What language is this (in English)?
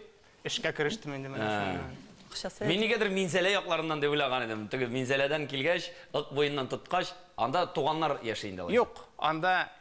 Tatar